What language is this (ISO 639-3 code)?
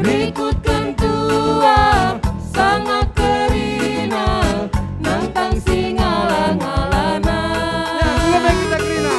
btx